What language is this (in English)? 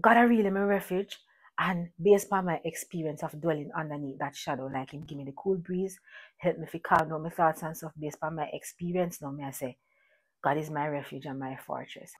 Jamaican Creole English